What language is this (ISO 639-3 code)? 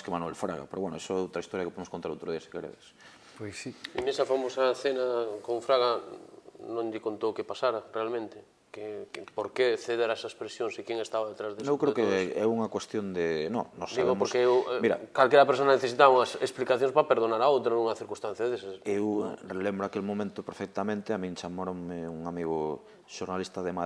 glg